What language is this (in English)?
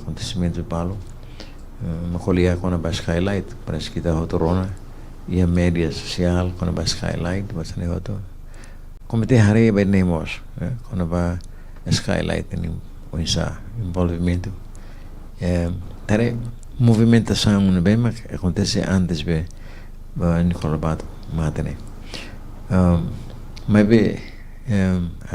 Tetum